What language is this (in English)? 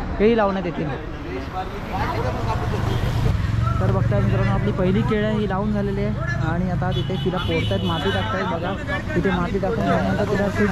Marathi